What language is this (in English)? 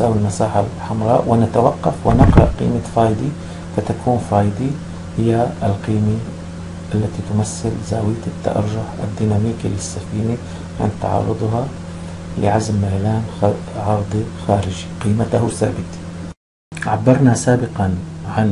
Arabic